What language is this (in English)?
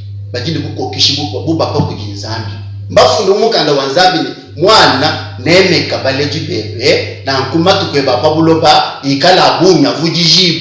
Luba-Lulua